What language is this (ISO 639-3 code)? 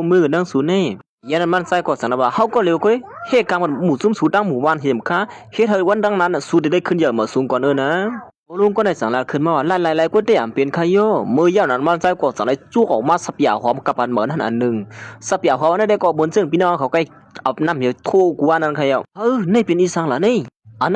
shn